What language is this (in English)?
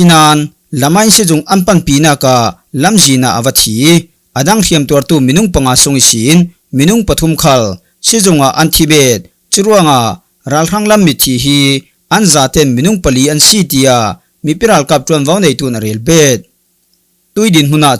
Falam Chin